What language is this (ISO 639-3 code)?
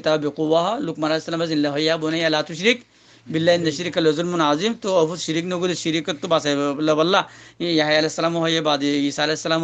rhg